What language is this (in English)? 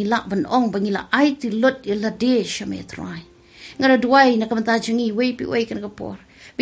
Khasi